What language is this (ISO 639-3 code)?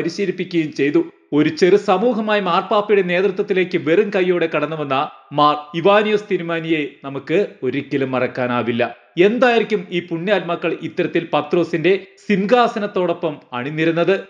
mal